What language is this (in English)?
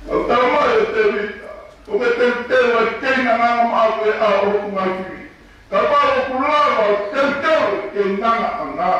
Tongan